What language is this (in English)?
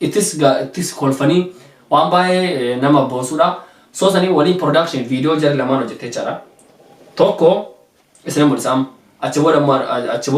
Oromo